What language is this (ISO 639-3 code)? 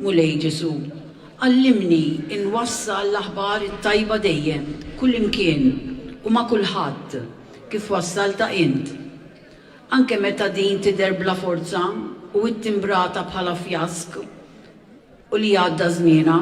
mlt